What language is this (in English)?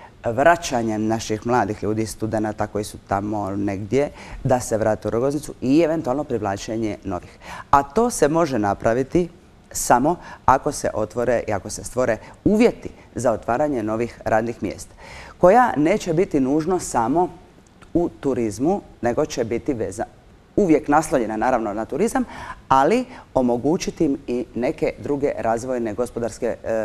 Croatian